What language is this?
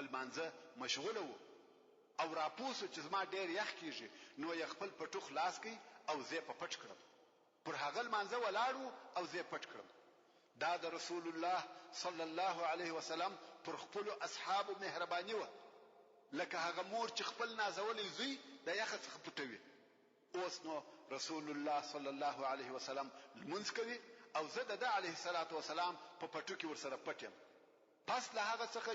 Pashto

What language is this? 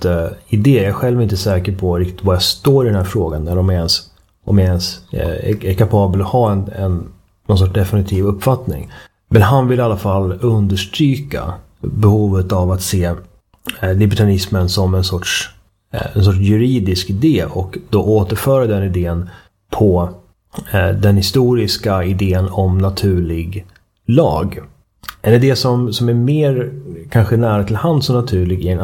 Swedish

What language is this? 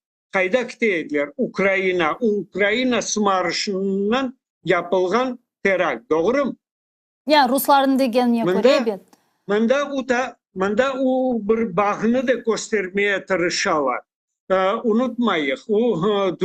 Crimean Tatar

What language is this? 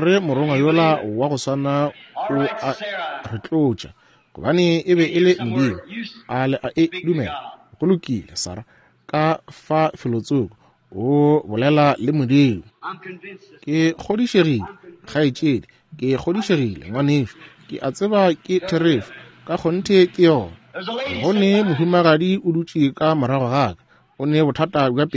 Northern Sotho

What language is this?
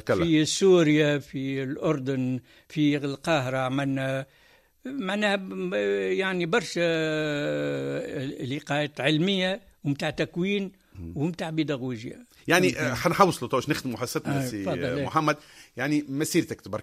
Tunisian Arabic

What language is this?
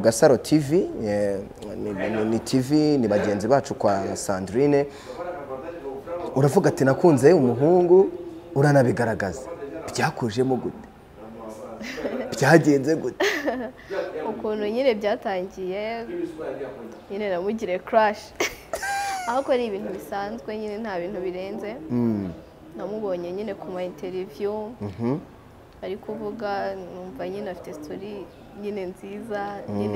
Kinyarwanda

